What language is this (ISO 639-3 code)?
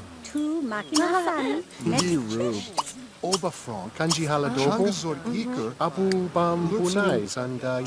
bar